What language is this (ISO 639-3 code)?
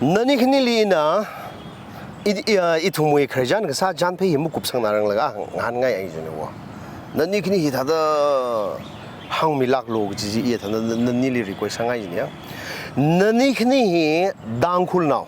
nmf